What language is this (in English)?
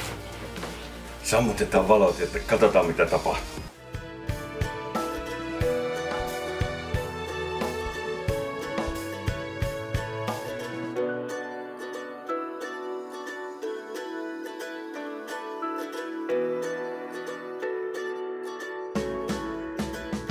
Finnish